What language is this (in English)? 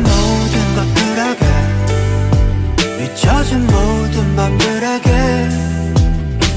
Korean